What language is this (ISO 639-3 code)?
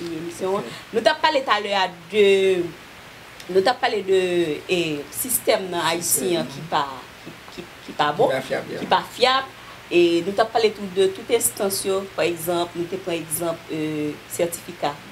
hat